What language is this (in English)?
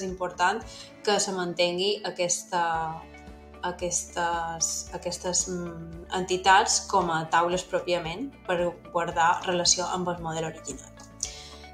Catalan